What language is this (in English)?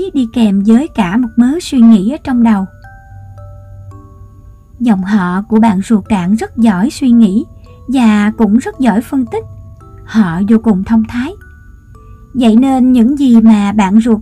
Vietnamese